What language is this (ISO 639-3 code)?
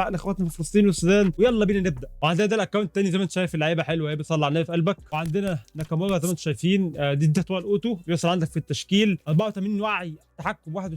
arz